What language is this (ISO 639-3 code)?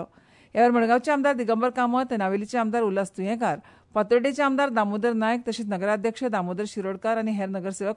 kok